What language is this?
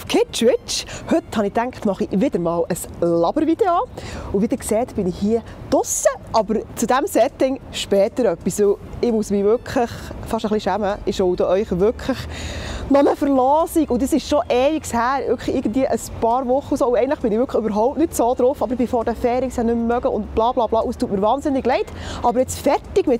Swiss German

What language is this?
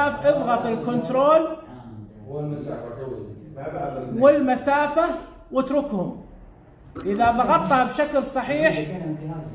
Najdi Arabic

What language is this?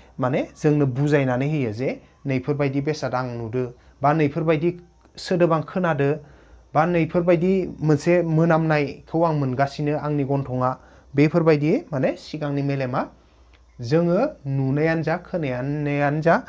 Bodo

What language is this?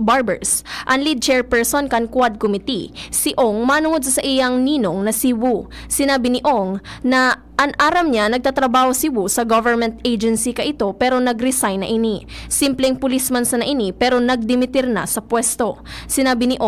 Bikol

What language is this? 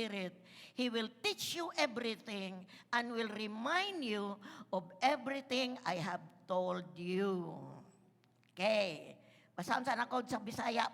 Cebuano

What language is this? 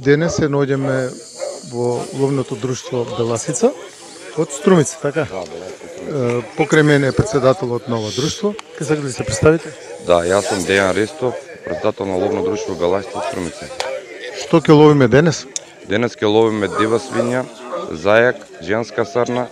Macedonian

